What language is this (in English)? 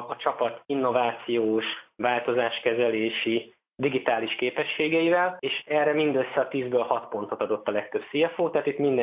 Hungarian